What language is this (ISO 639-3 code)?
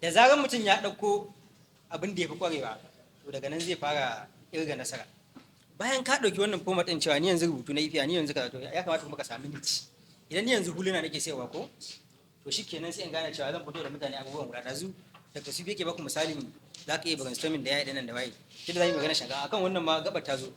hau